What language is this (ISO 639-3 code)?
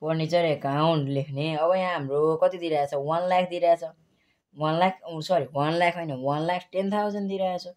nep